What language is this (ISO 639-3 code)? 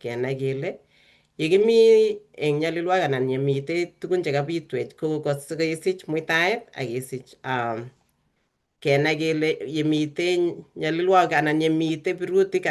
kln